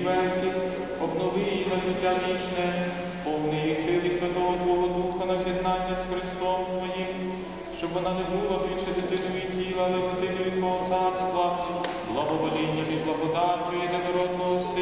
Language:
Ukrainian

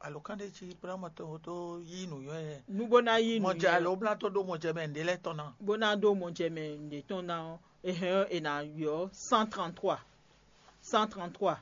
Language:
Fon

